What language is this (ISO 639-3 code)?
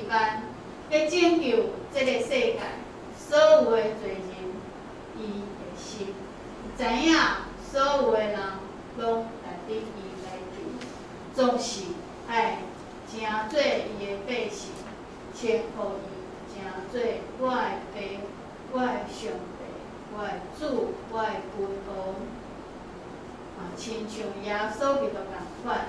nan